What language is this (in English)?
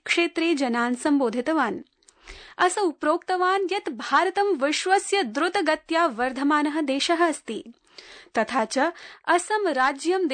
Sanskrit